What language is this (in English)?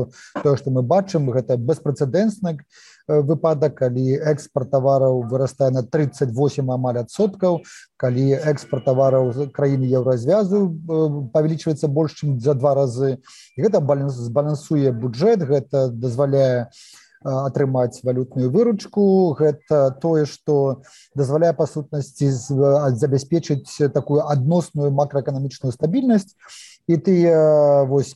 Belarusian